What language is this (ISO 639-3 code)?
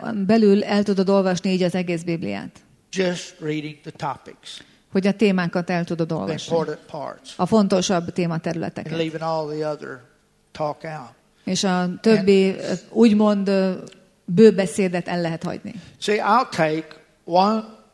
hun